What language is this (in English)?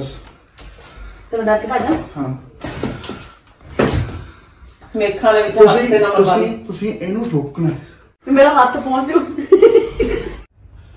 Punjabi